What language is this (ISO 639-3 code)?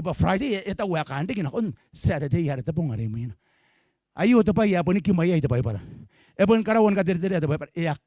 gil